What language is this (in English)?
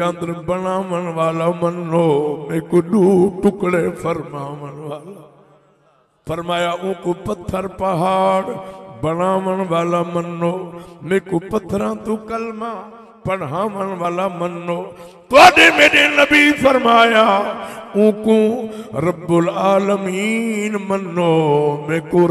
Saraiki